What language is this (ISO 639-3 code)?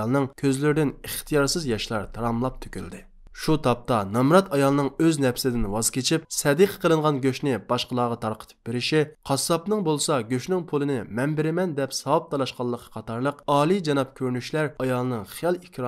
uig